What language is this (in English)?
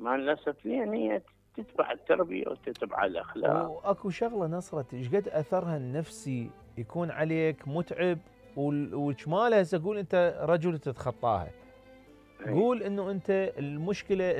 Mesopotamian Arabic